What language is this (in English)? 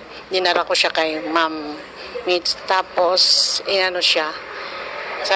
Bikol